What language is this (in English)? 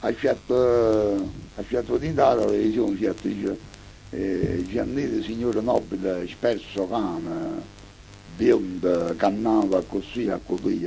Neapolitan